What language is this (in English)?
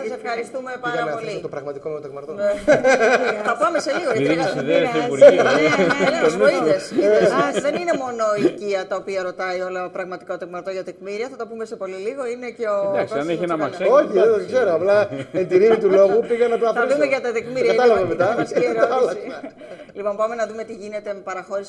Greek